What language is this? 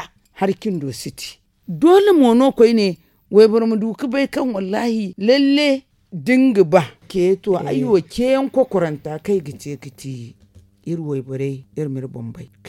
Zarma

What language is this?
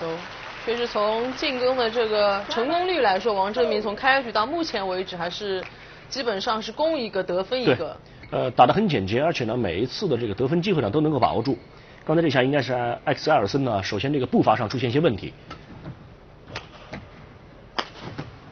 Chinese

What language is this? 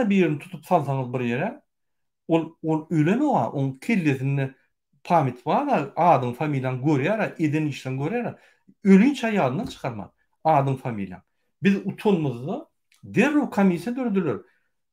Turkmen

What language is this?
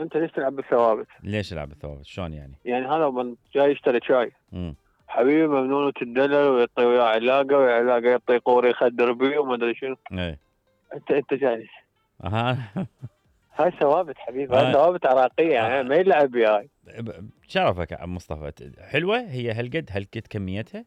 Mesopotamian Arabic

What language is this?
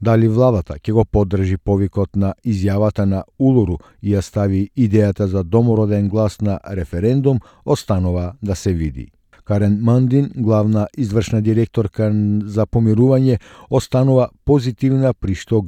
Macedonian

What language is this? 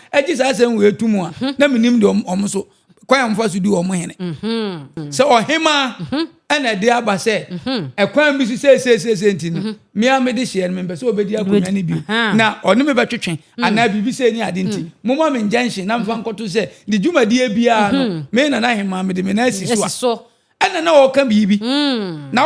Akan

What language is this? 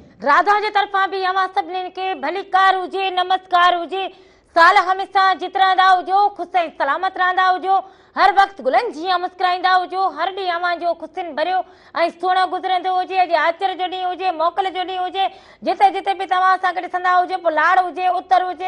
Sindhi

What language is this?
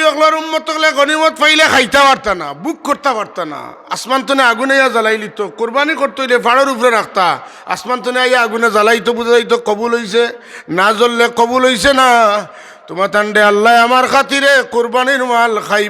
Sylheti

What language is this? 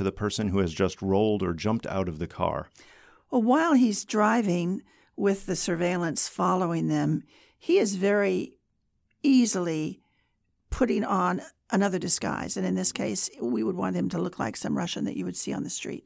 English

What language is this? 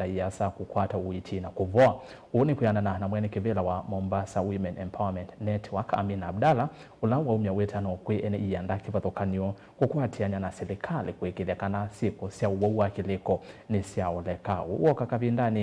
Kamba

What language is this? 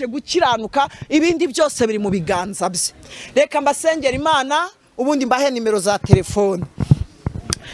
Kinyarwanda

